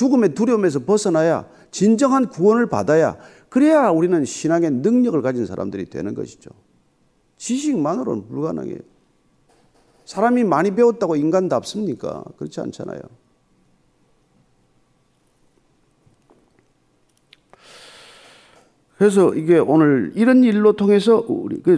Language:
Korean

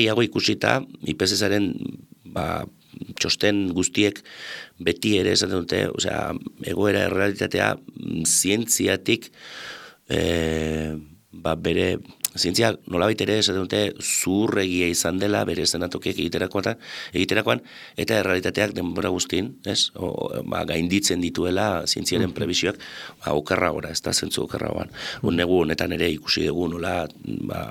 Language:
Basque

